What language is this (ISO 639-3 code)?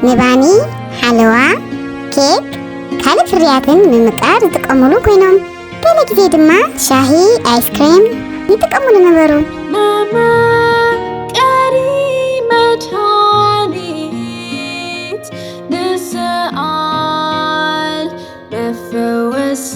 tir